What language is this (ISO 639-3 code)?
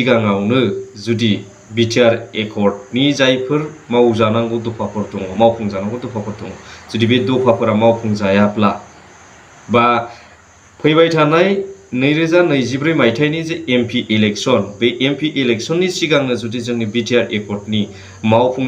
brx